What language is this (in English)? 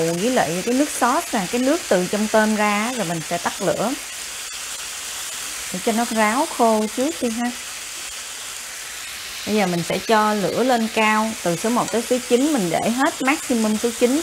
Vietnamese